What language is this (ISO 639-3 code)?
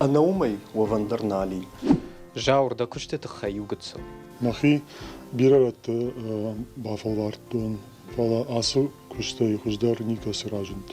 oss